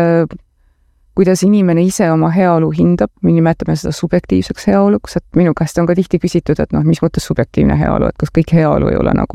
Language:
Estonian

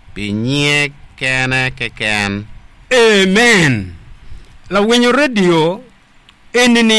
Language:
Acoli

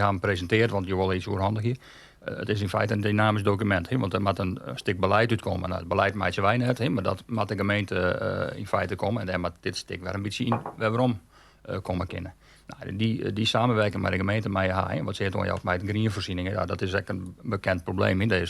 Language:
Western Frisian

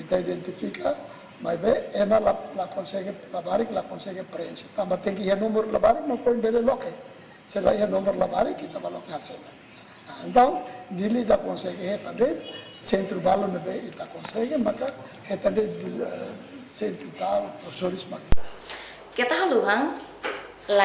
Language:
Tetum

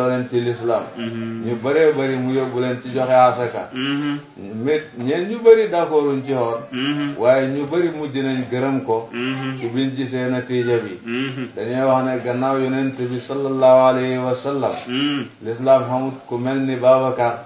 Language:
Wolof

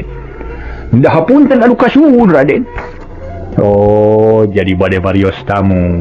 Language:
Sundanese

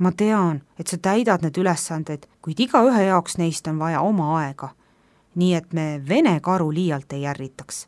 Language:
Estonian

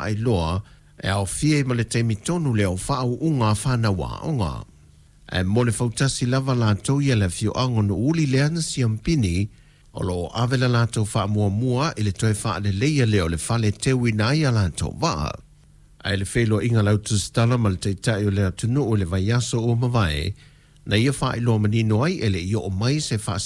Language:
Samoan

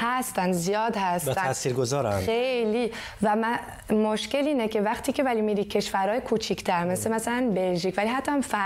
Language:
Persian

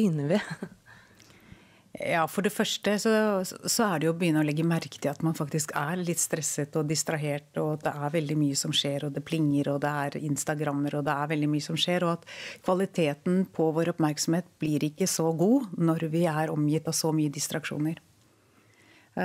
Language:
Norwegian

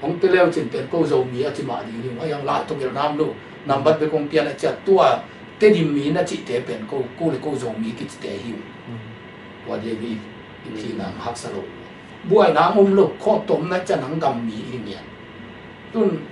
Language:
Tedim Chin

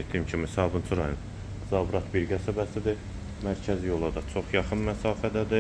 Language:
Azerbaijani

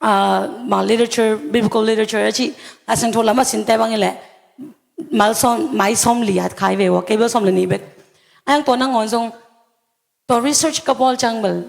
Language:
Tedim Chin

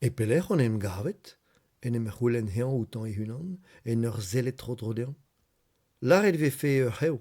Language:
Breton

